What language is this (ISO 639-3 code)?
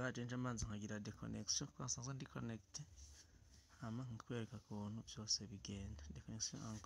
run